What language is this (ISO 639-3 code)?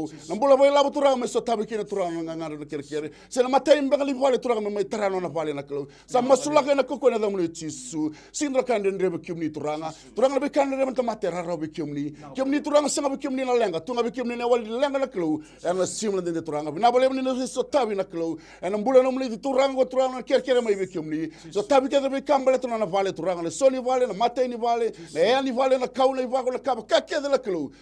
fij